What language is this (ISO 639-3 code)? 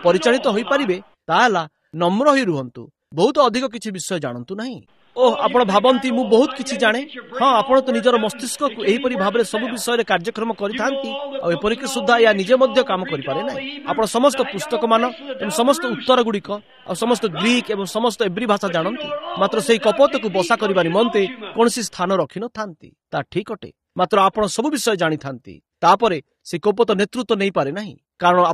ori